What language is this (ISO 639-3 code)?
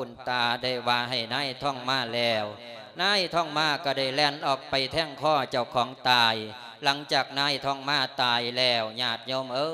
lao